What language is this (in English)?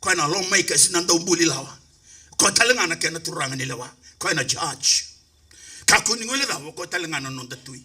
Fijian